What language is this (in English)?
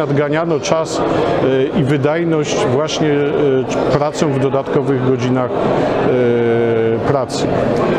Polish